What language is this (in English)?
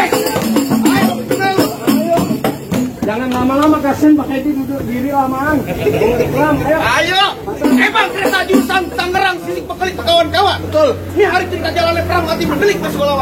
Betawi